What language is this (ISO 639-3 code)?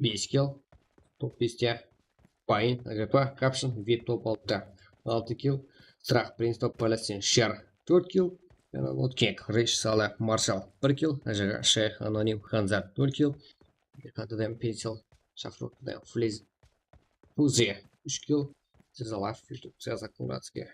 kaa